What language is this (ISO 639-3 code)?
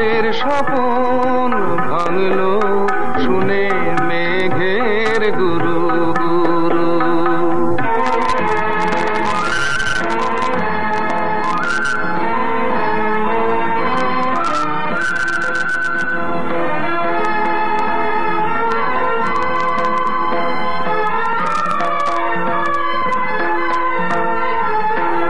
ben